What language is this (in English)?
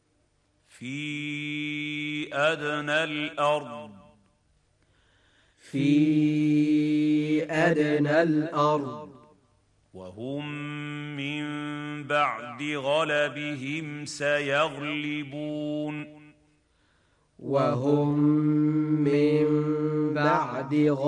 Arabic